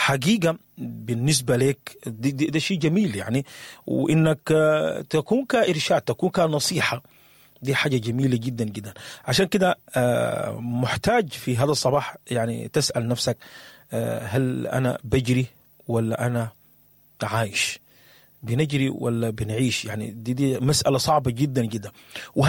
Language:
Sudanese Arabic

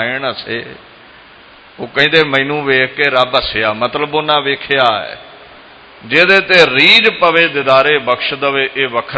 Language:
Punjabi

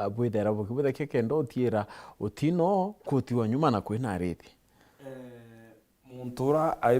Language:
Meru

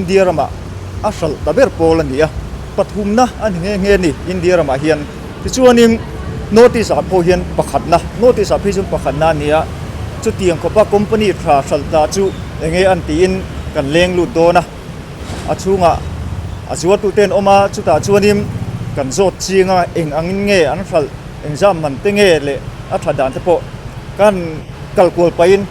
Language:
Mizo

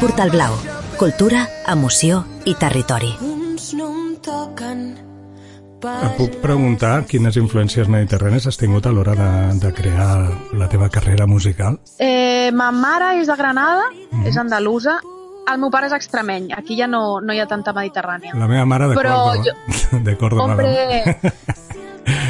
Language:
Catalan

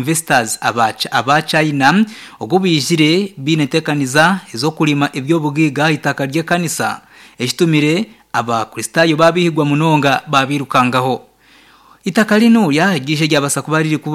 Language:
Nyankole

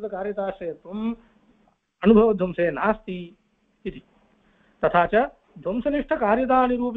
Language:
Sanskrit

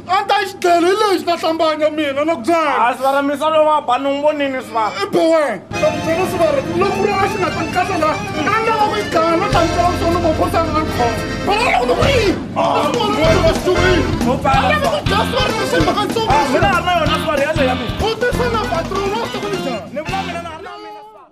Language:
Tsonga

